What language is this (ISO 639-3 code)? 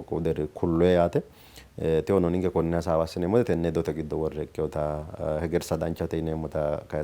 sid